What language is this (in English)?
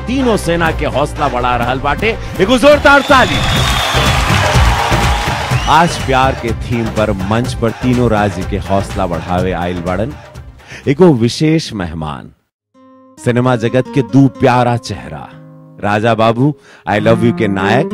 Bhojpuri